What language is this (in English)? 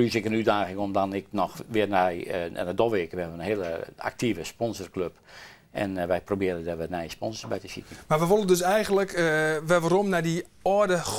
Western Frisian